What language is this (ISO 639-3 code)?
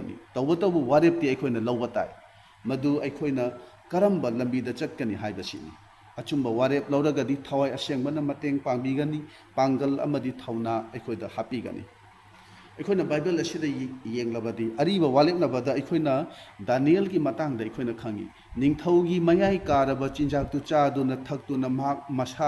mni